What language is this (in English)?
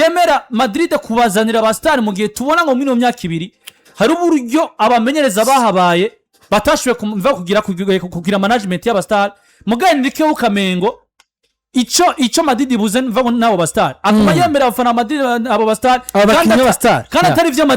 Rundi